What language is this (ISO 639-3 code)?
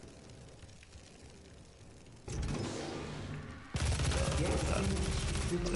fin